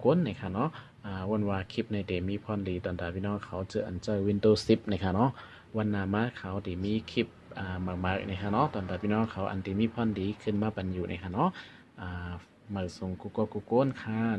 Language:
Shan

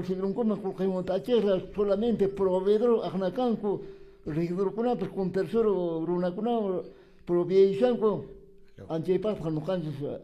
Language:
Quechua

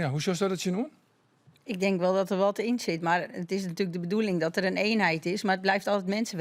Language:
Western Frisian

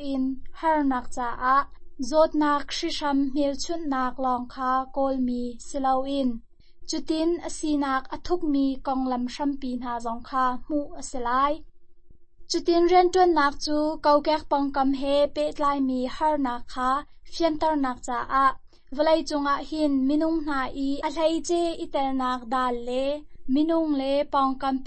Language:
Hakha Chin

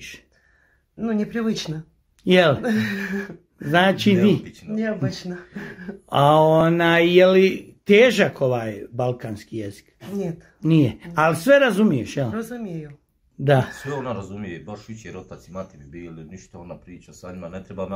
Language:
Croatian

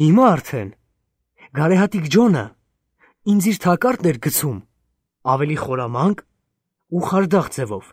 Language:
Armenian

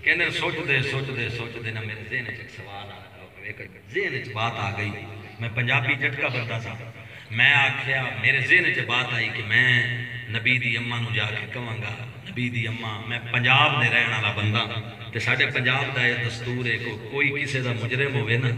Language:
Saraiki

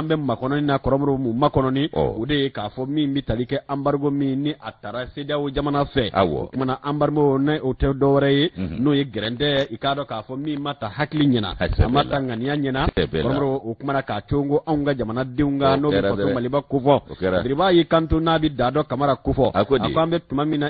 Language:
Bambara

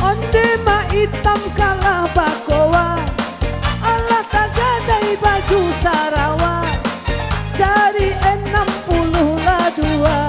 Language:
Minangkabau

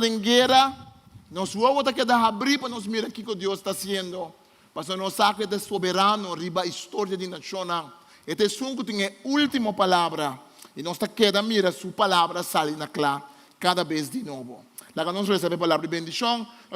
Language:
Papiamento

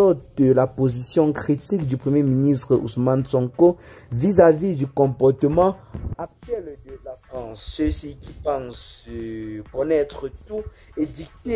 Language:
French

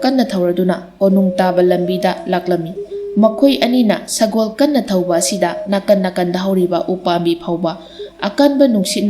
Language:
Manipuri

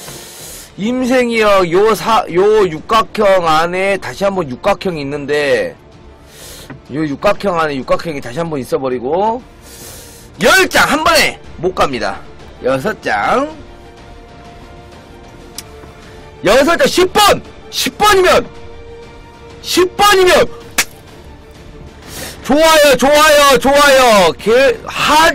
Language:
Korean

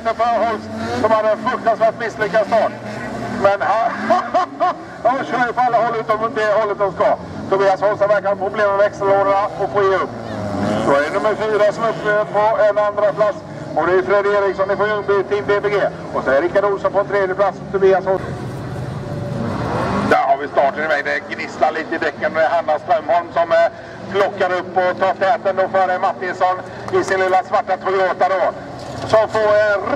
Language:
Swedish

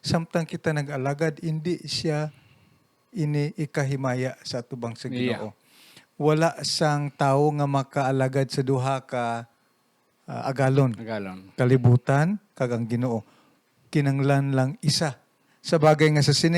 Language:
Hiligaynon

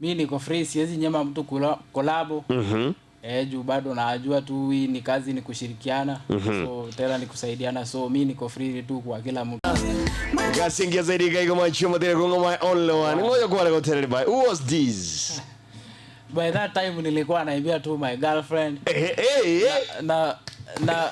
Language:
Gusii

